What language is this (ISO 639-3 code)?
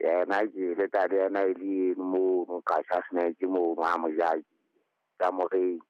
sot